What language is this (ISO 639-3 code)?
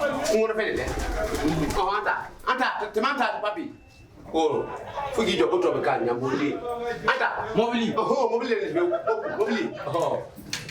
bam